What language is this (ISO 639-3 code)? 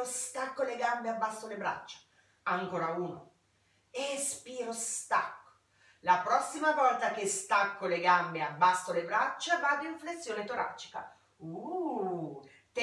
ita